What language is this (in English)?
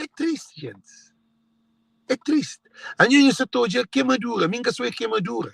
Kabuverdianu